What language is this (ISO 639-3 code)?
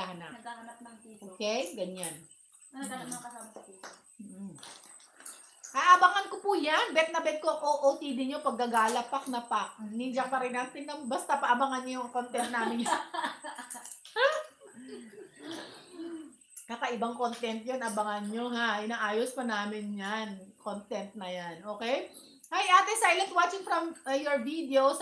fil